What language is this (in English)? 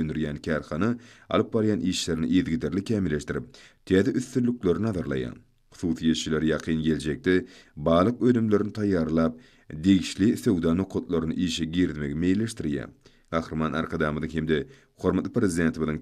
Turkmen